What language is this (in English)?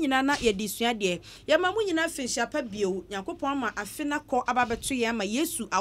Akan